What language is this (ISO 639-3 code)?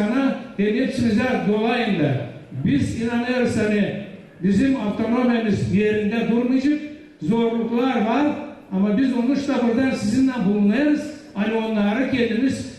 gag